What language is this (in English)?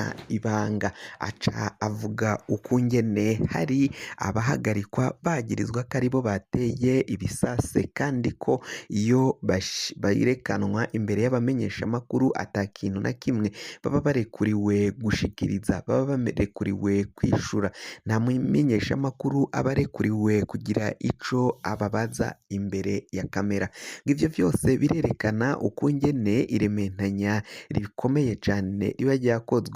Rundi